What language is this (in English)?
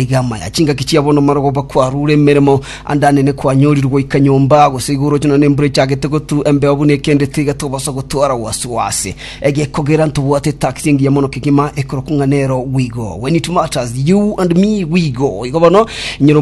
Gusii